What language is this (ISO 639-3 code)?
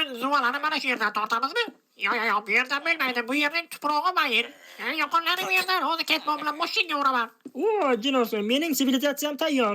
uzb